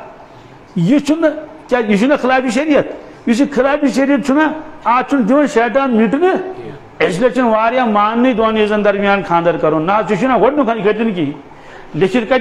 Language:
Kashmiri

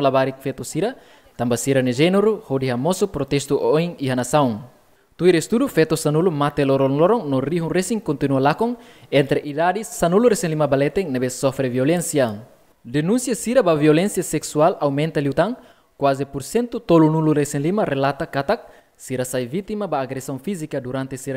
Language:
Tetum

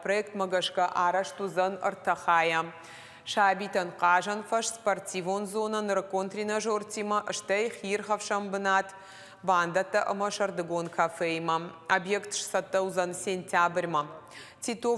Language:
Ossetic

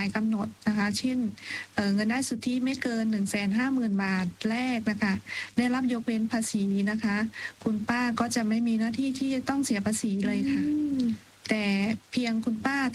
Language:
Thai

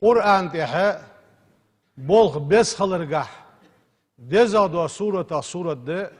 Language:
Ingush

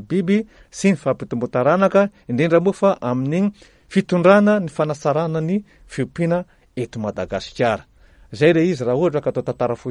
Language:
Malagasy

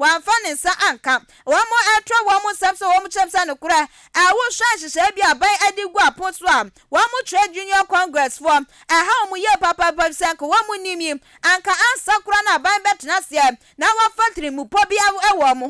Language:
Akan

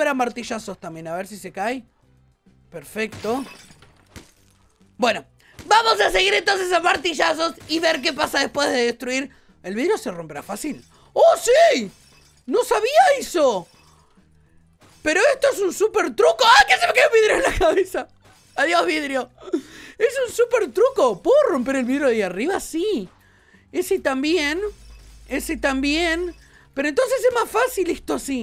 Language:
Spanish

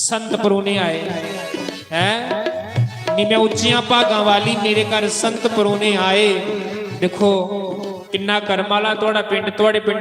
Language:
Dogri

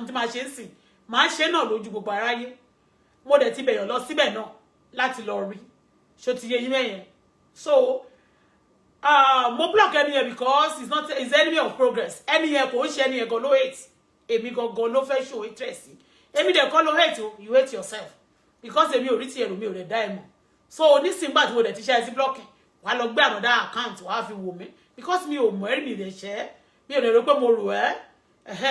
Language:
Yoruba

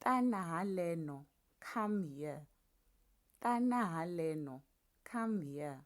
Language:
Tsonga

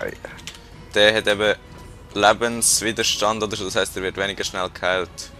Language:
Swiss German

